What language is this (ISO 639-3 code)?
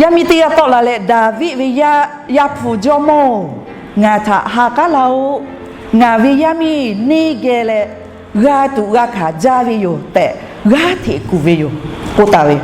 lhu